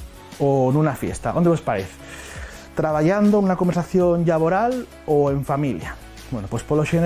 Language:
Asturian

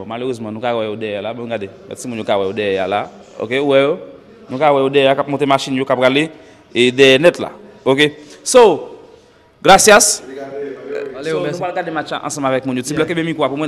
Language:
Haitian Creole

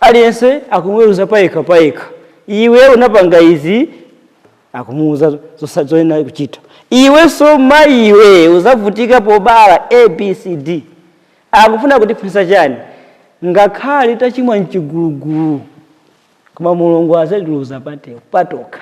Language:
Nyanja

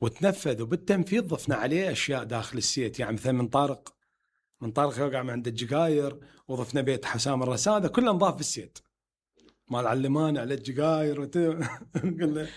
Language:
Mesopotamian Arabic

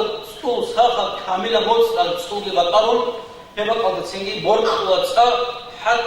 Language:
Avaric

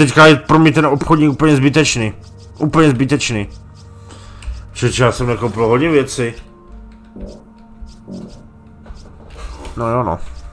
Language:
Czech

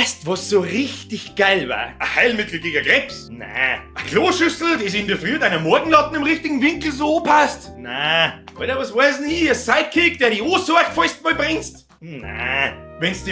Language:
Bavarian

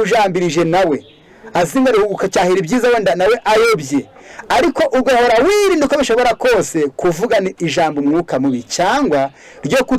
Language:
Kinyarwanda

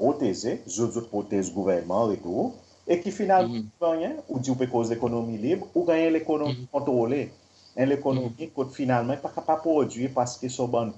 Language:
Seselwa Creole French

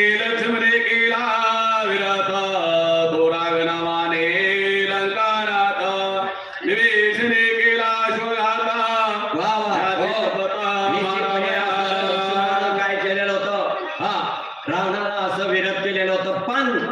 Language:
Marathi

